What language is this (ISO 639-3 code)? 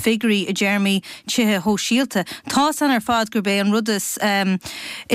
gle